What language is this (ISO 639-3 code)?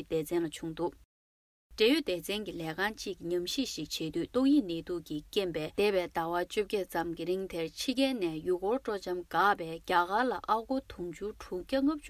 bod